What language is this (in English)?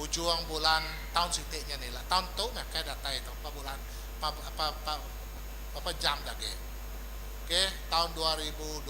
Iban